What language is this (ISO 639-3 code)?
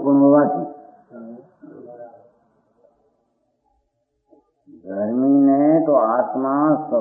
guj